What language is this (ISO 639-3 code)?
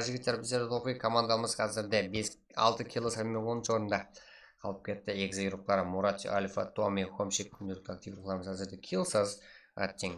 kaa